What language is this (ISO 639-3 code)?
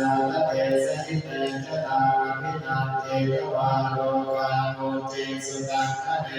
pli